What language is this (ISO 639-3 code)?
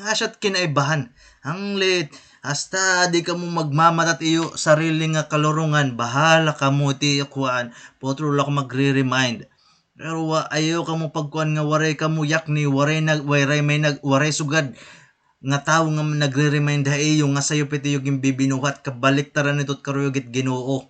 war